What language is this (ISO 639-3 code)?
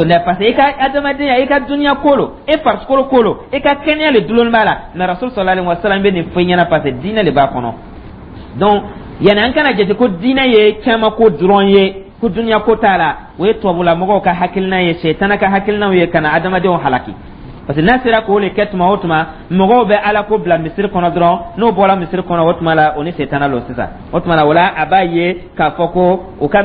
dyu